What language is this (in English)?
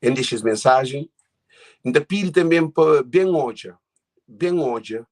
Kabuverdianu